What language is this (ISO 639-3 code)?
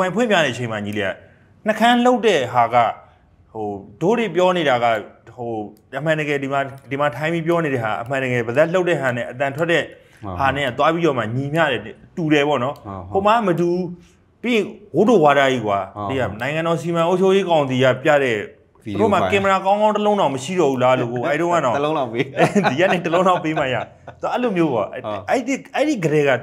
mya